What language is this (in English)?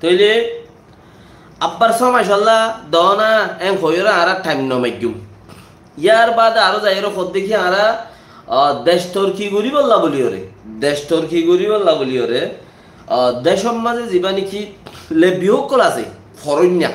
Rohingya